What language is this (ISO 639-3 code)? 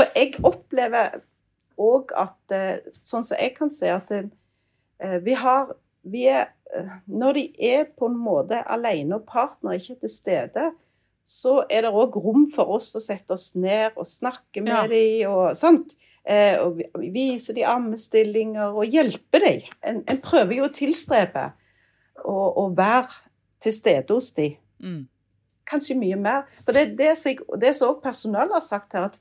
nor